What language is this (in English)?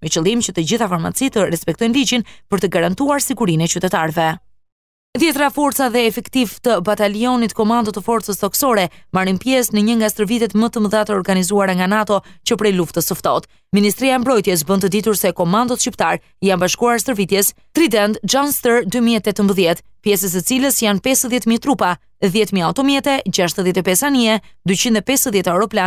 Albanian